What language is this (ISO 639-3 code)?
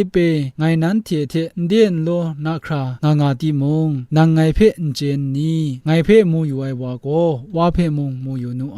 kac